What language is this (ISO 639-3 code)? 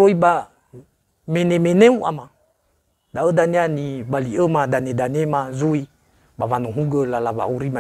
nia